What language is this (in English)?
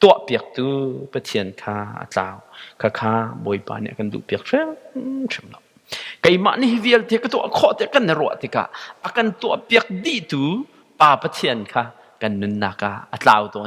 Hakha Chin